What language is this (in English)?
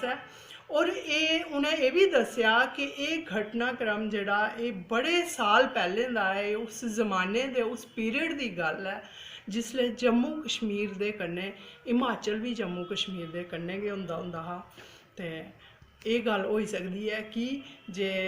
Dogri